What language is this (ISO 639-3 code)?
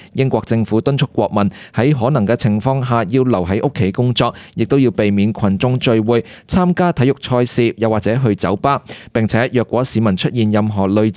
yue